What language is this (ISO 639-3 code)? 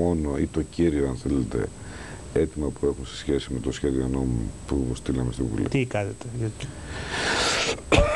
ell